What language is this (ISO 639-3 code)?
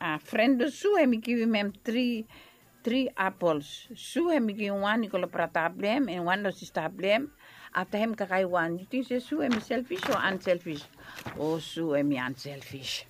bis